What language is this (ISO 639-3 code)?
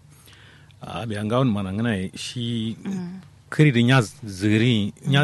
kau